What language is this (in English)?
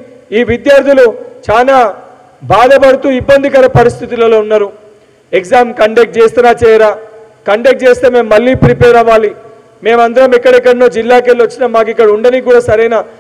Telugu